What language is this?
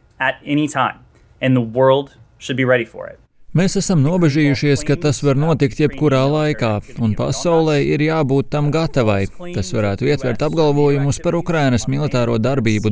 Latvian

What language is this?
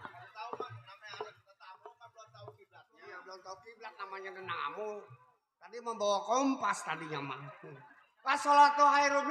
Betawi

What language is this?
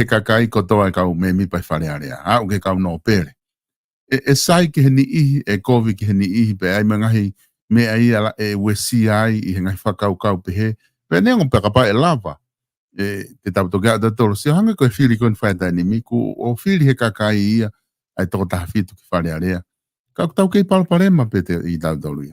Tongan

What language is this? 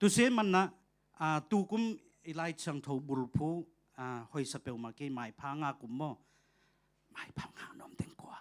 Tedim Chin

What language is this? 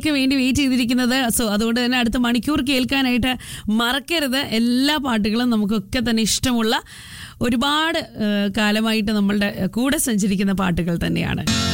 Malayalam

